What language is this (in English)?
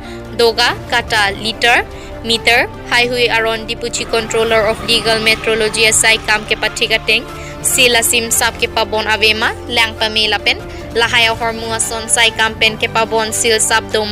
Karbi